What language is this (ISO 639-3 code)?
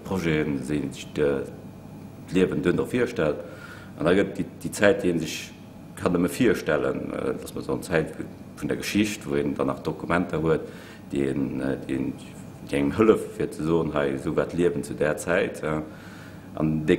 ltz